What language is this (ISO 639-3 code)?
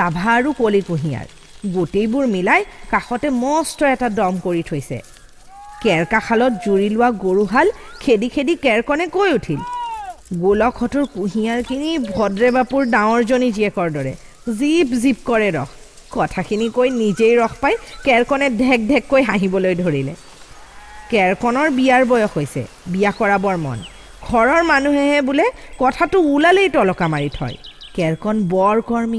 asm